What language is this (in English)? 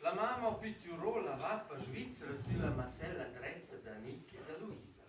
Romansh